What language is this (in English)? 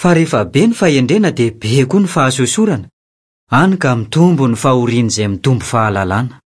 Malagasy